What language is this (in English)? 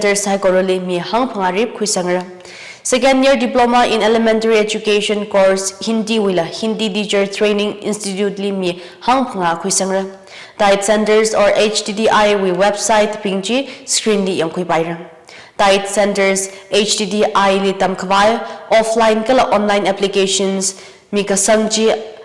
Tangkhul Naga (India)